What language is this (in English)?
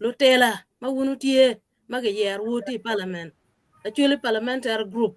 Acoli